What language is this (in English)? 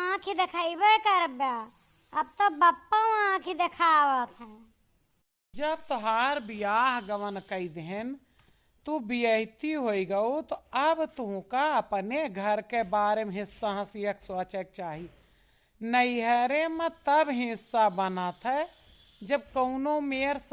Awadhi